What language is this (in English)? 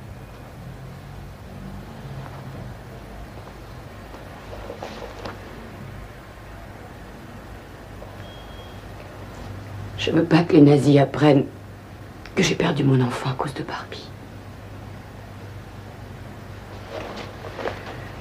French